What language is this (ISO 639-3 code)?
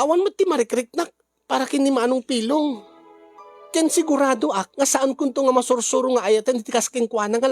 ilo